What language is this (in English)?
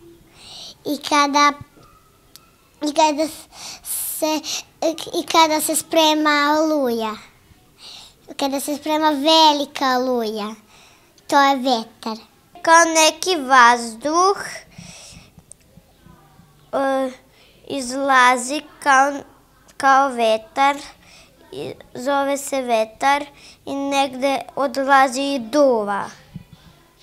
Serbian